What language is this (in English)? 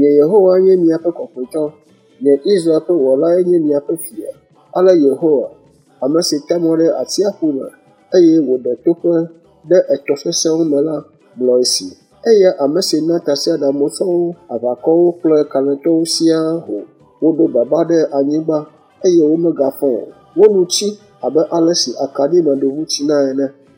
Ewe